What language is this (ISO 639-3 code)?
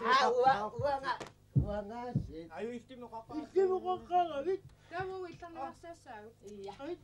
kal